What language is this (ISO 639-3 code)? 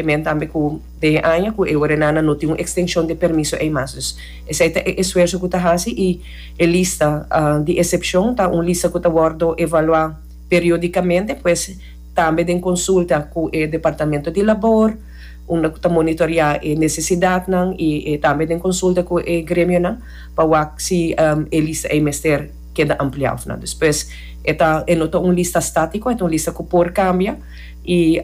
pap